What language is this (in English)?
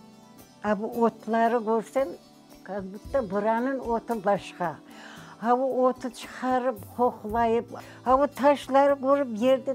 Crimean Tatar